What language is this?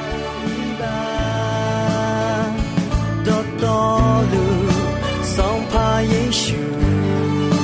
Akha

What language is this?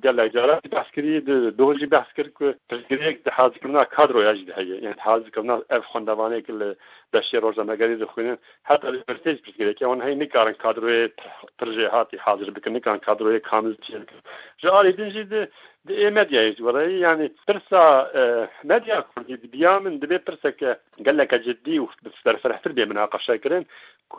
Kurdish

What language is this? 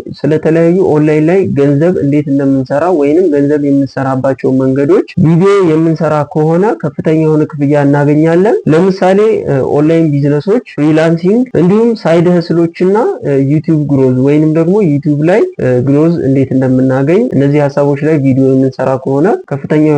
Amharic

